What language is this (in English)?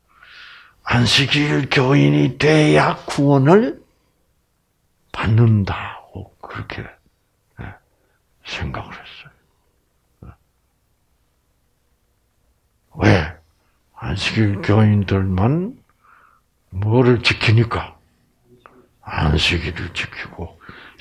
Korean